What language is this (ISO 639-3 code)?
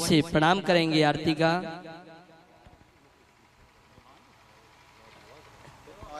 hin